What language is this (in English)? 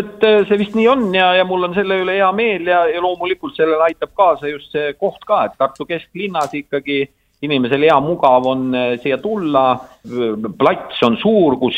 Estonian